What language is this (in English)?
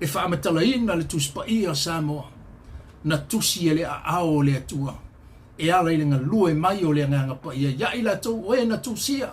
Samoan